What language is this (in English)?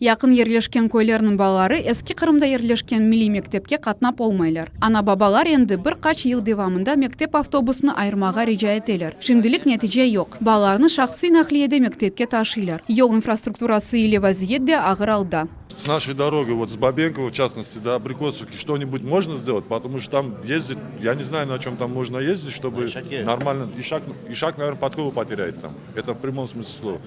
Crimean Tatar